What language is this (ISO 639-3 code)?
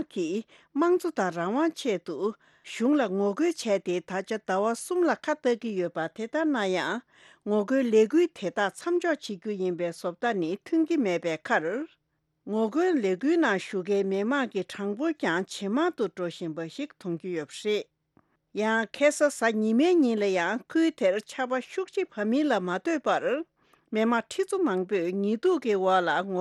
bod